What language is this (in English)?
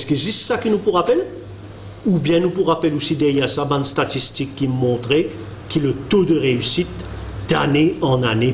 Morisyen